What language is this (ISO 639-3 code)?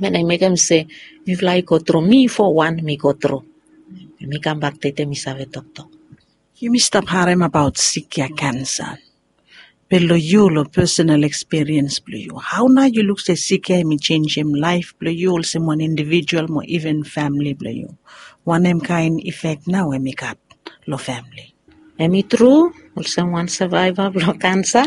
bis